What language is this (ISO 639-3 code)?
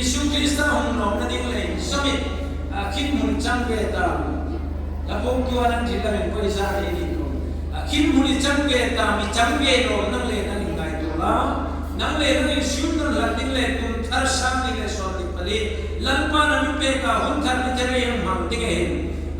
hmr